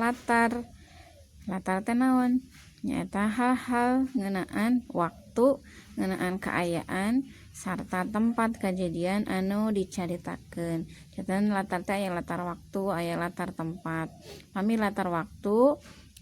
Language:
Sundanese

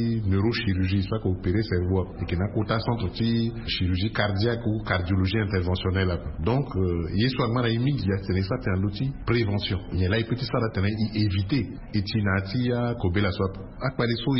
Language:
Sango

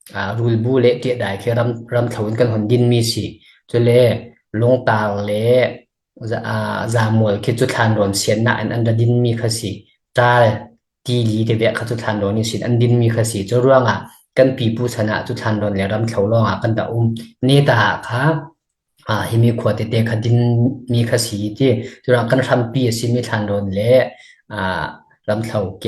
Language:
Falam Chin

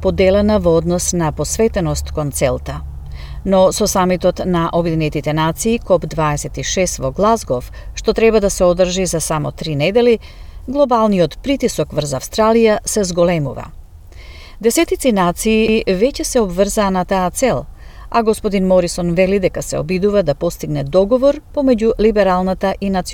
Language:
Macedonian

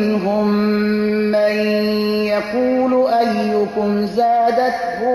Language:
Persian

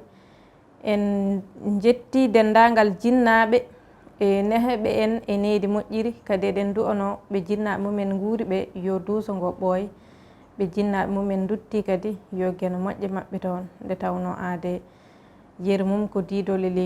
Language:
Fula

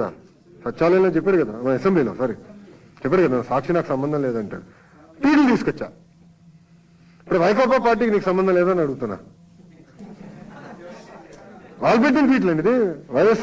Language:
Telugu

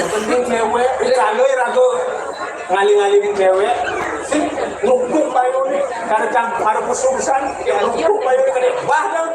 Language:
Balinese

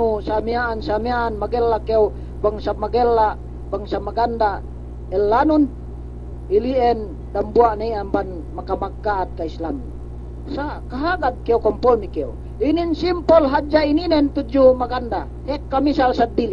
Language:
Yakan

